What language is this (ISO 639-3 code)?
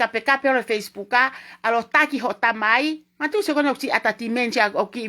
ton